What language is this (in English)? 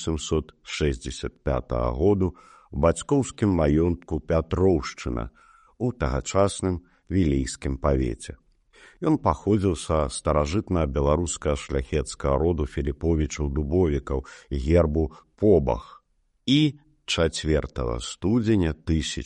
Belarusian